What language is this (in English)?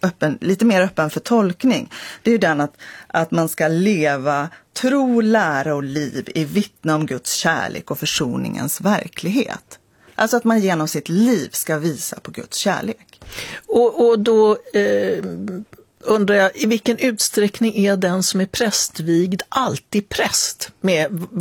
Swedish